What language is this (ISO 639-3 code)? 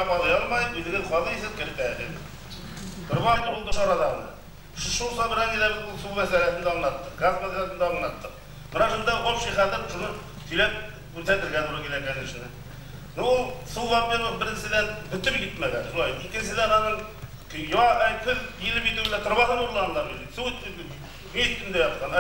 bak